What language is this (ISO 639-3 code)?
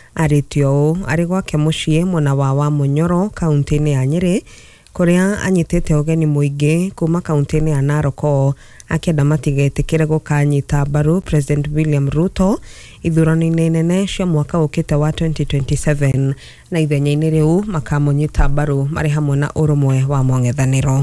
kik